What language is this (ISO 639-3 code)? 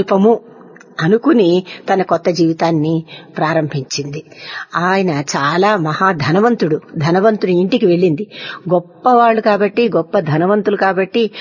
tel